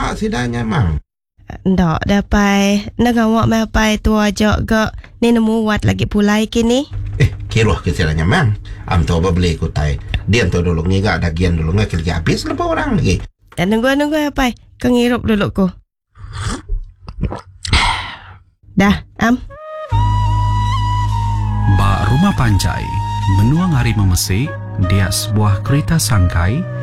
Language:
Iban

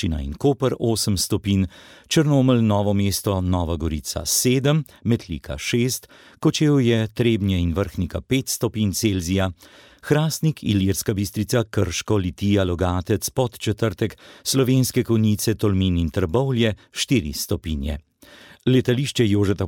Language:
Slovenian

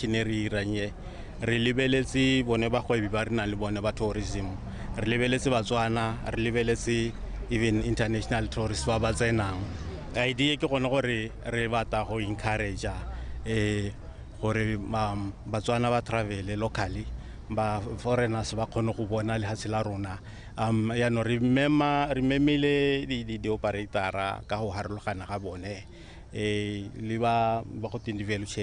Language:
Tswana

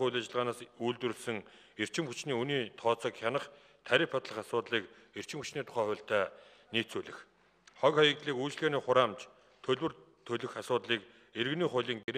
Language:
Mongolian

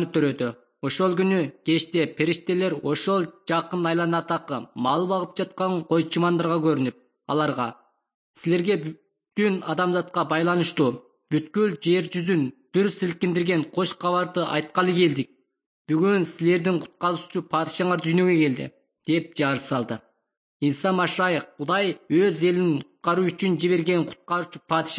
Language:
Kyrgyz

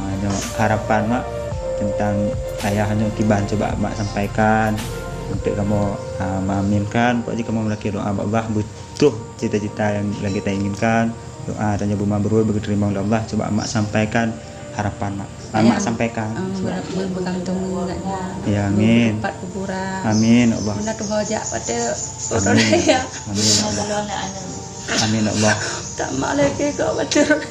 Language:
Achinese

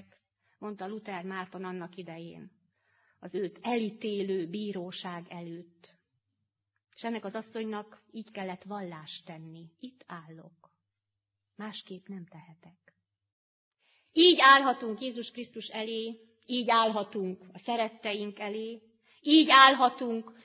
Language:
Hungarian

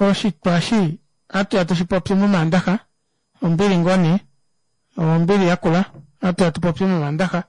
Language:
Kuanyama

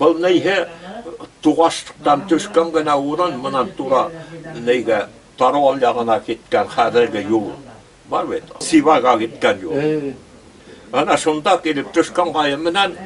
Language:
Bashkir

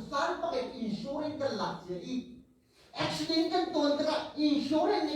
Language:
Hakha Chin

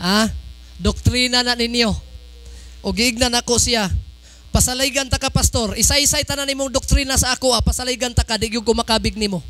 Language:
Cebuano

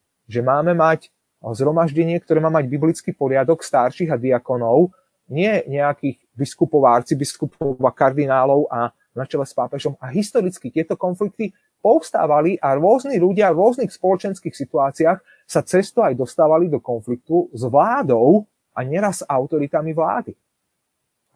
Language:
Slovak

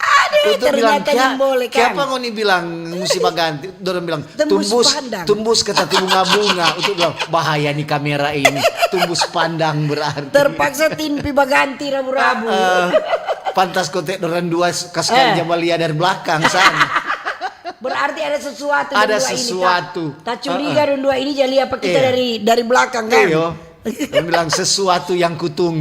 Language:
Manado Malay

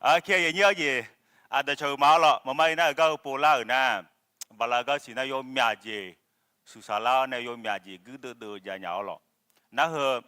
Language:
Akha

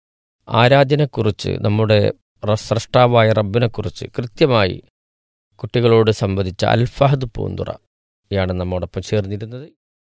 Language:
Malayalam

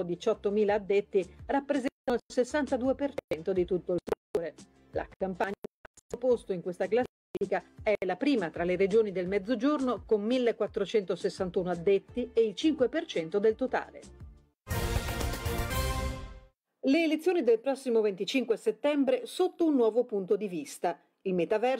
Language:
Italian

